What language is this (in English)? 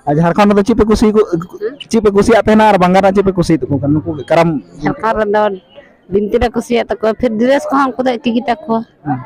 Santali